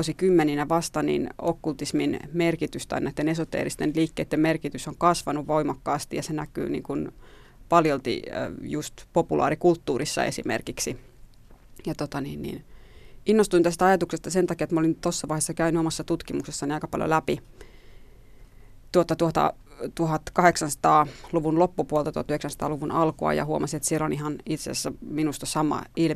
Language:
Finnish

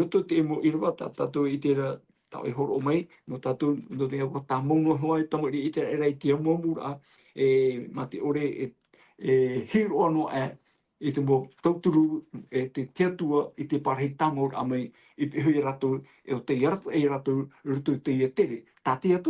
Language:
Tahitian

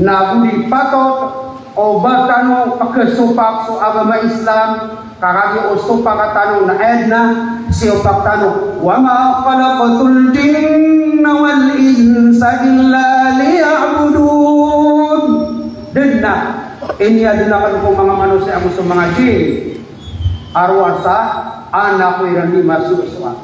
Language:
Maranao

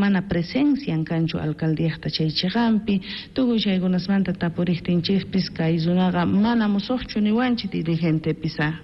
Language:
South Bolivian Quechua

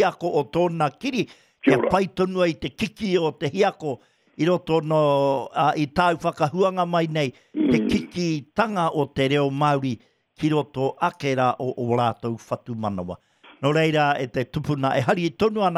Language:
Māori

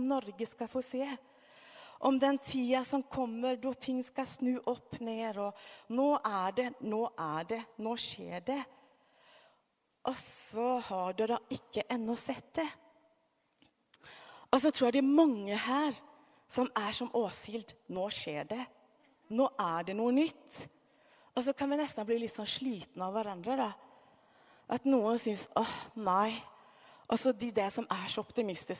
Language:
Norwegian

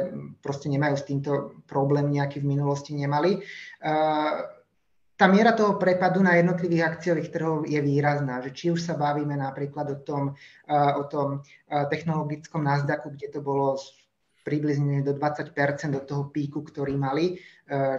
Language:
Slovak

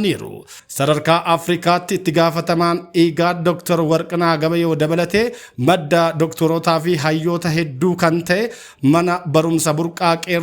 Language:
Oromo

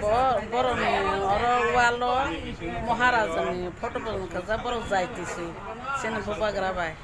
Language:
Kok Borok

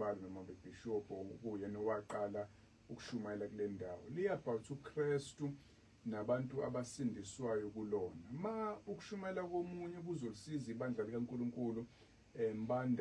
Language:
Zulu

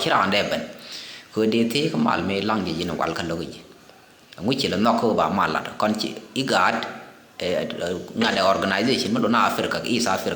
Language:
Nuer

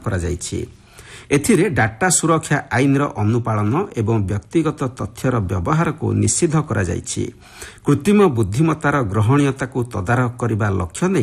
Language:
Odia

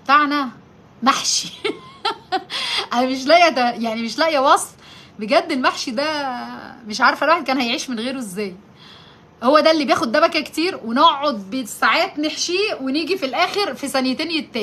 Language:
Egyptian Arabic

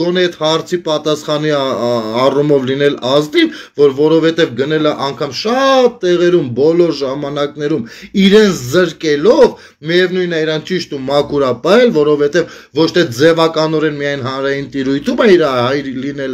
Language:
Armenian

